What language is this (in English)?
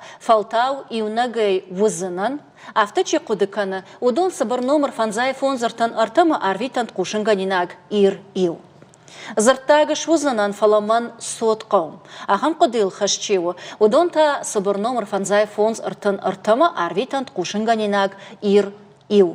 Ossetic